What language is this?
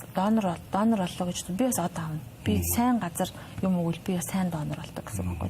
Mongolian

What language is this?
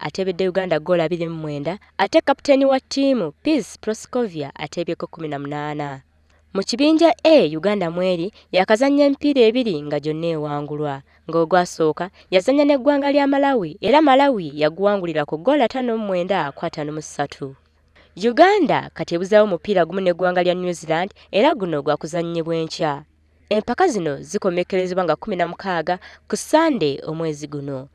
Ganda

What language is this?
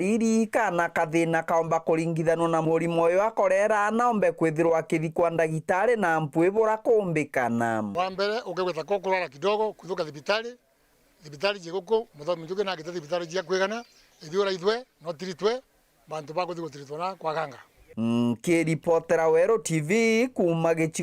Meru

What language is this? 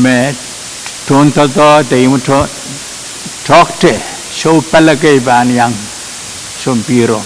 Pohnpeian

